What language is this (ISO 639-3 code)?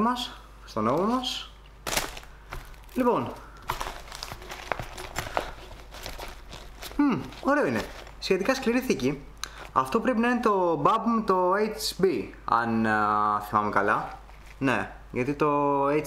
ell